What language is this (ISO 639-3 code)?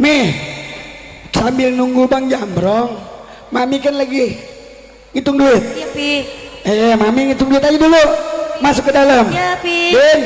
bew